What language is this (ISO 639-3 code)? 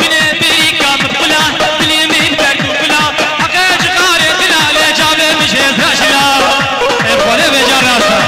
kur